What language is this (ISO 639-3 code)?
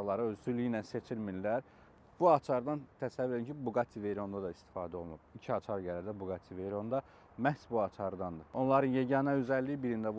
aze